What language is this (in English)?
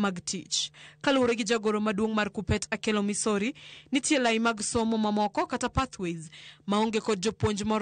Luo (Kenya and Tanzania)